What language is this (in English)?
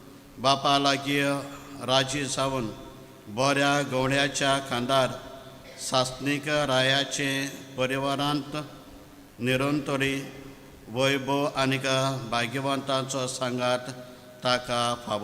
Konkani